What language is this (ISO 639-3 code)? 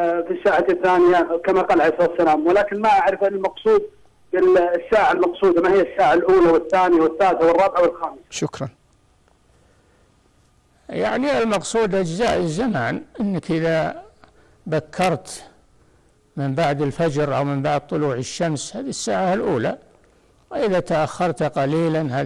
ara